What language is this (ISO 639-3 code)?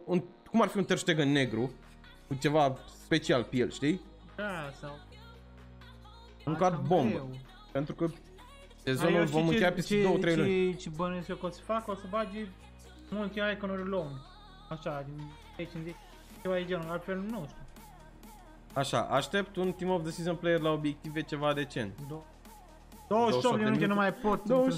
ron